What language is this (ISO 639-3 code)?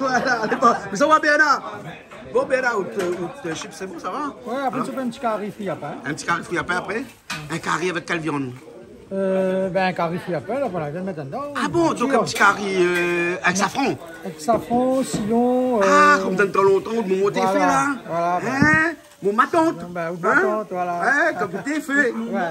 rcf